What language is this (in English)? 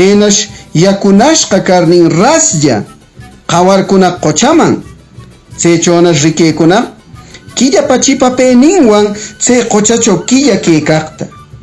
Huaylas Ancash Quechua